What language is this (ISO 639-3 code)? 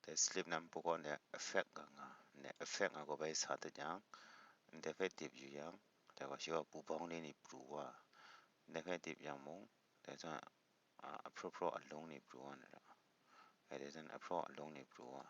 kac